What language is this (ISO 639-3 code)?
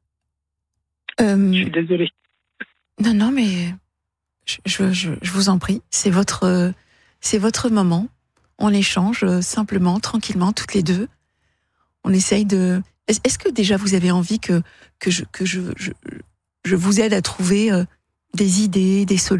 fra